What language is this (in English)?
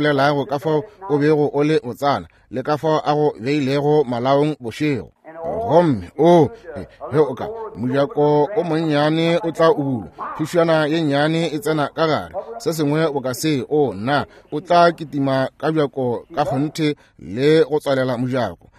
Northern Sotho